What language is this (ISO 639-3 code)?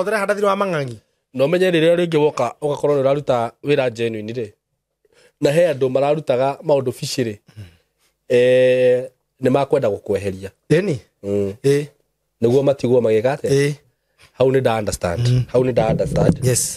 kik